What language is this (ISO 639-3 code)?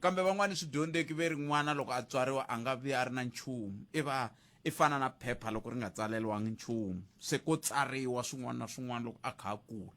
tso